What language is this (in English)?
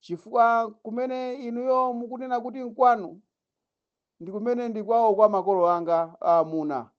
Nyanja